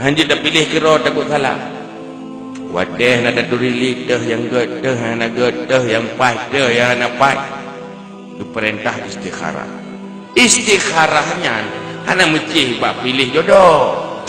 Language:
Achinese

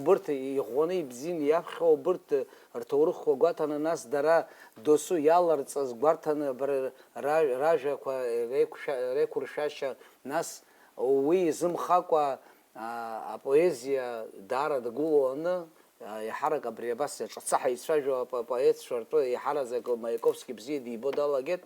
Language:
Abkhazian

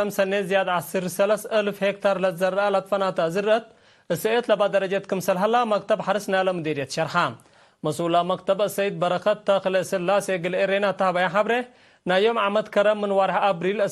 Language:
Tigre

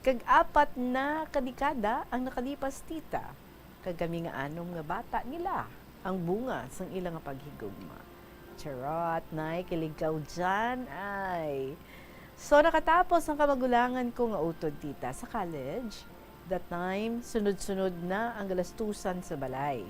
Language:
Hiligaynon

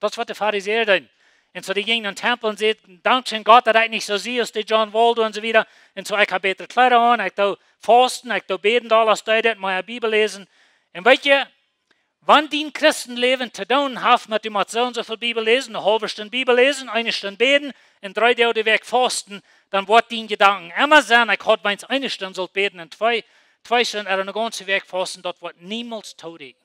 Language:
Plautdietsch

